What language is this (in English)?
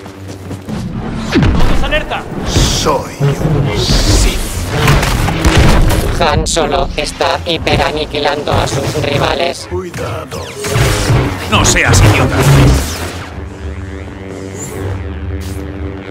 Spanish